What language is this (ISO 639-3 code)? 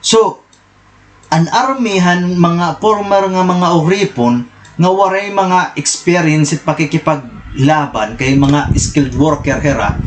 war